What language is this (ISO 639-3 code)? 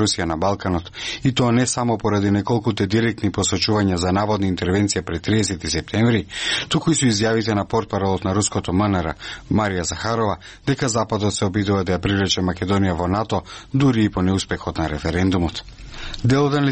mkd